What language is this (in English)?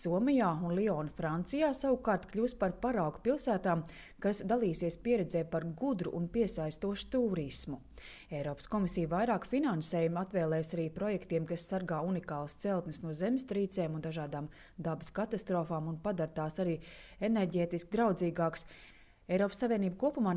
Latvian